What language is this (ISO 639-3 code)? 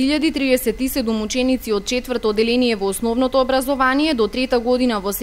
mkd